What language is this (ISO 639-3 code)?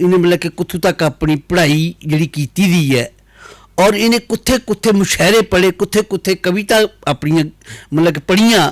doi